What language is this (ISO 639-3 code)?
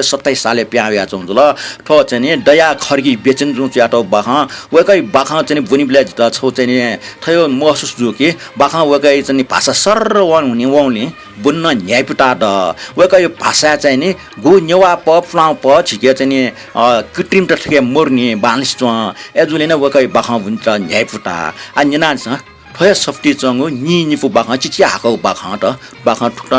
new